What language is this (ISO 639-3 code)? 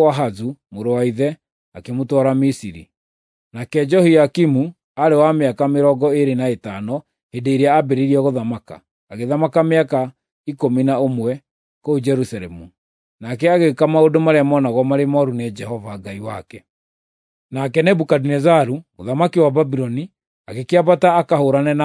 kik